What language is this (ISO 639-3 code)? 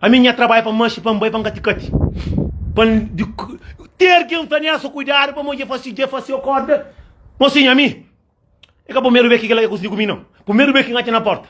kea